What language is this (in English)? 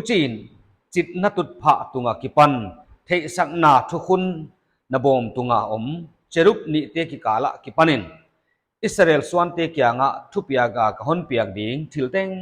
Paite Chin